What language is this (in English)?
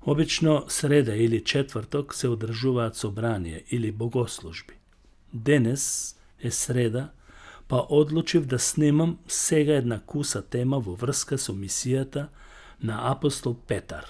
Macedonian